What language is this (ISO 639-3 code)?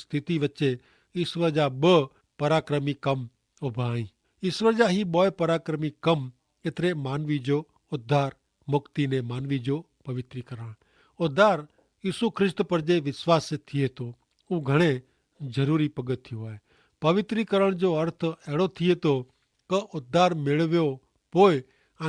kfr